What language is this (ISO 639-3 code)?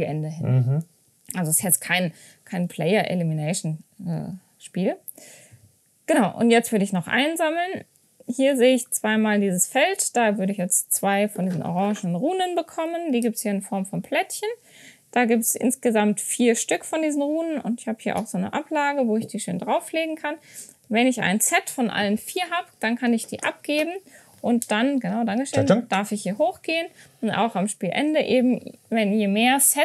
deu